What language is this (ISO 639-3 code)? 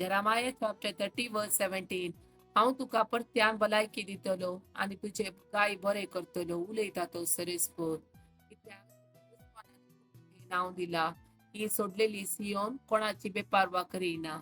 kok